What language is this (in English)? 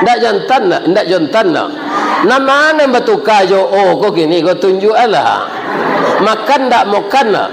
Minangkabau